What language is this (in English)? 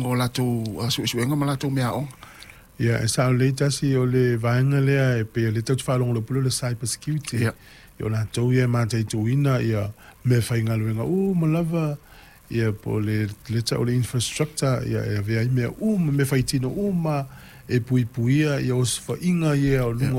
Samoan